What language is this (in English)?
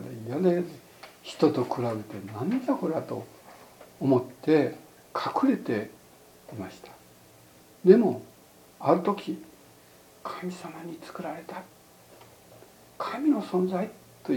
Japanese